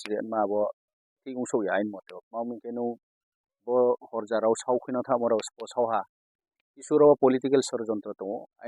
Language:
Riang (India)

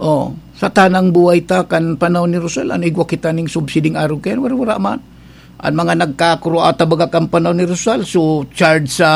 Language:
Bikol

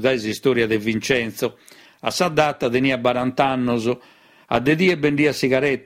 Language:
Sardinian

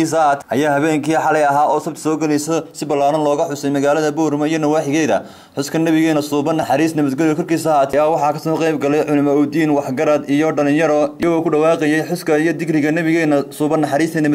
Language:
Somali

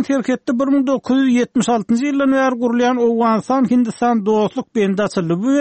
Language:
Turkmen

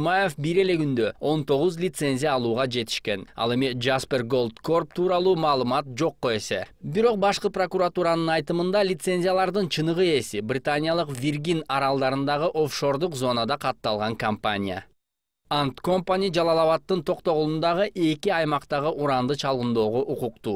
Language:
Kyrgyz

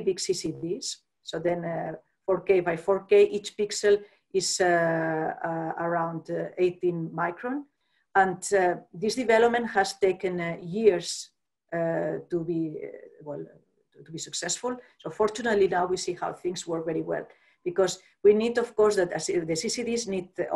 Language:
English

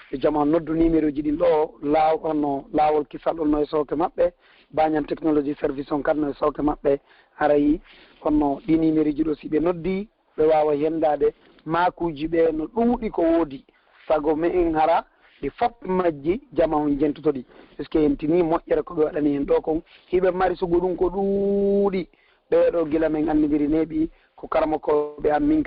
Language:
Pular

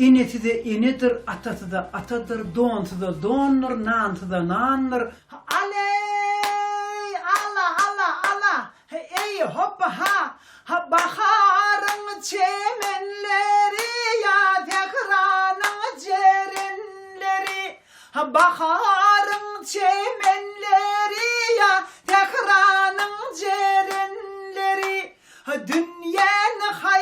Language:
Turkmen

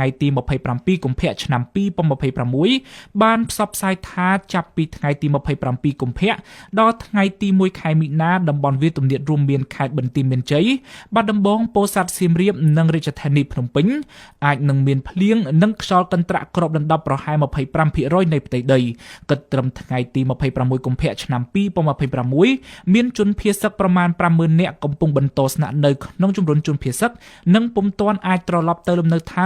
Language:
Khmer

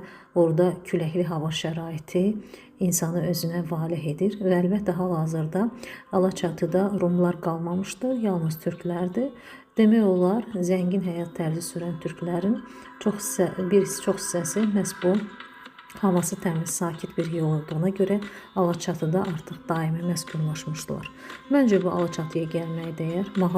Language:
Azerbaijani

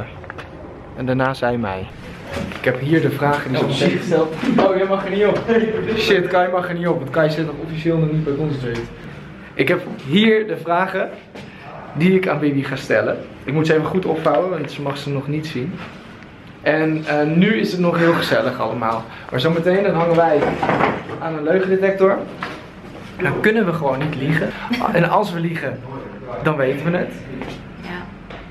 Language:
Dutch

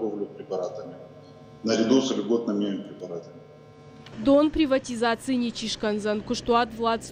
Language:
Ossetic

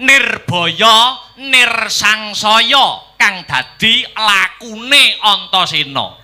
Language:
Javanese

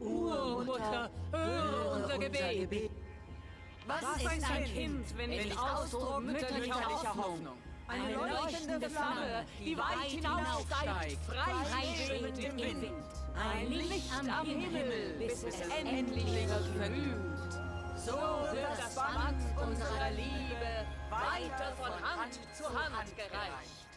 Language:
Swiss German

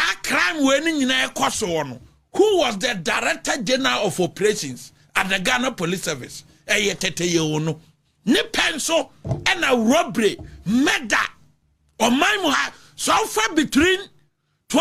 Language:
Akan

